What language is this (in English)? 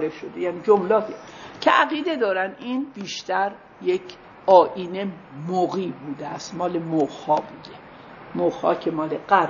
Persian